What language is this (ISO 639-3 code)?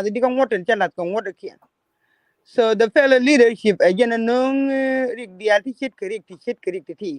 nus